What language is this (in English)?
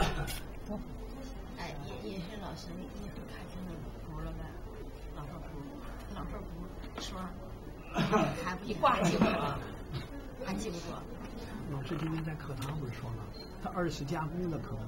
Chinese